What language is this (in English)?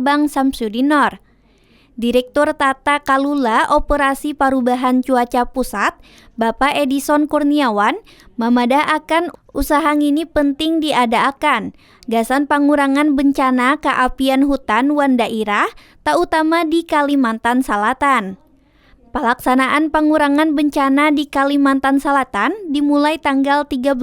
Banjar